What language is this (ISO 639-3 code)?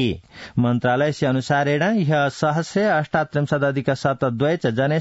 san